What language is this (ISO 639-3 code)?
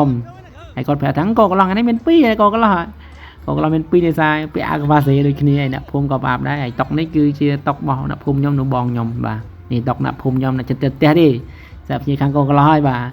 khm